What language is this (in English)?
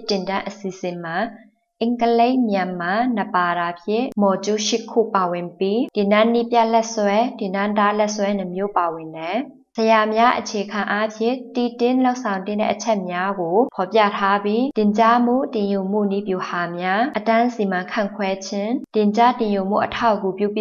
Burmese